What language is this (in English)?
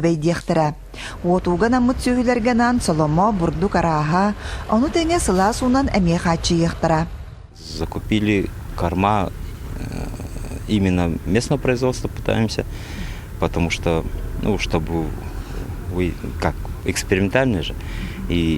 Yakut